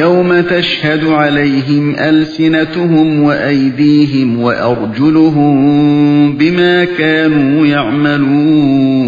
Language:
Uyghur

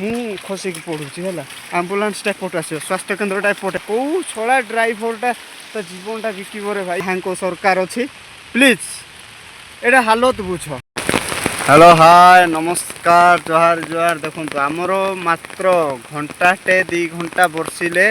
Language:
Odia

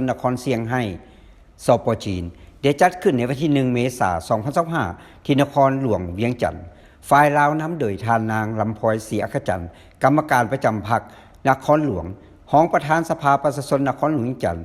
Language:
Lao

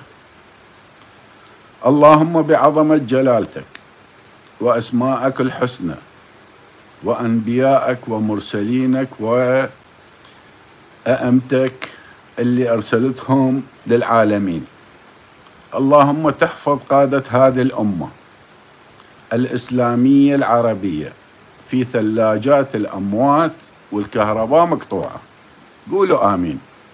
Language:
Mesopotamian Arabic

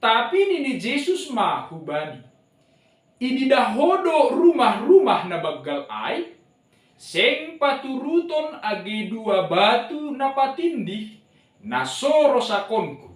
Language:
Batak Simalungun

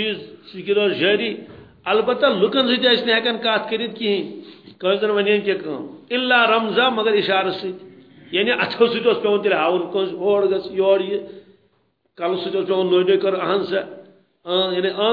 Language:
Kashmiri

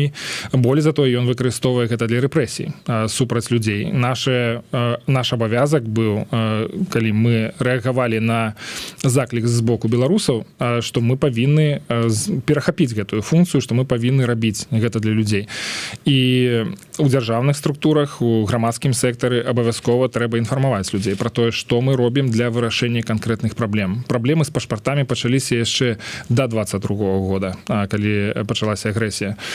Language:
Belarusian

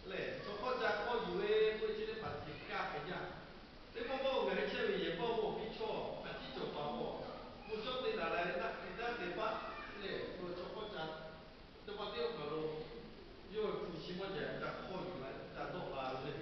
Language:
Lahu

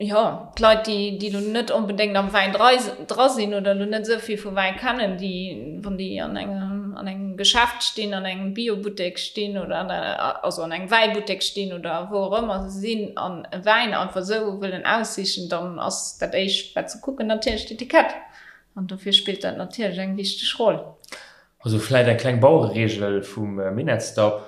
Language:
Luxembourgish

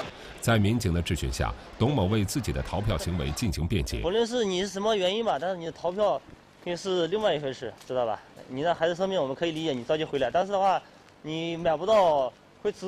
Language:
Chinese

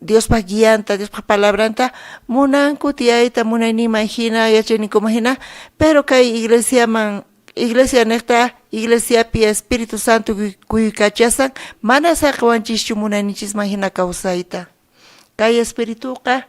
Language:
South Bolivian Quechua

